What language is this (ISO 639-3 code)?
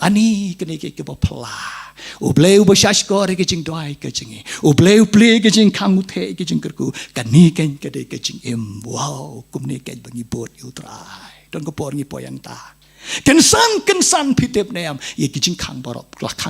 kha